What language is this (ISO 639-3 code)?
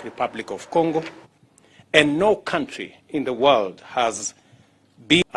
guz